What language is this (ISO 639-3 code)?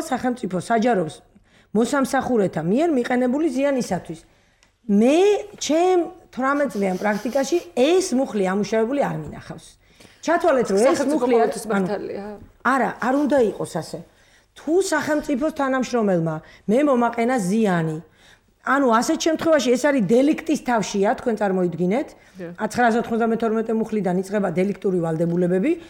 kat